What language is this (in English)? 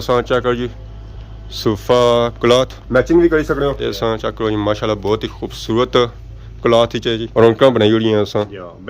Pahari-Potwari